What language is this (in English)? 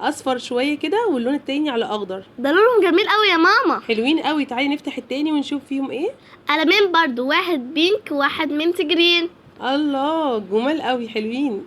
Egyptian Arabic